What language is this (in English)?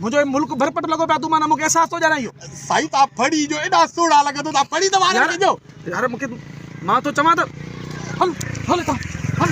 Sindhi